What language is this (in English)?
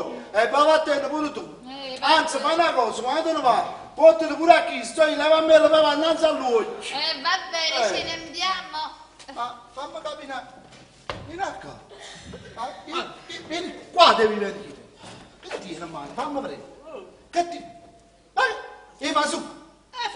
Neapolitan